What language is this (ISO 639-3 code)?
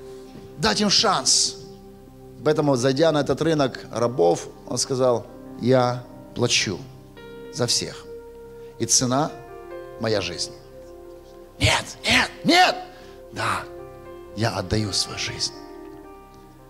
rus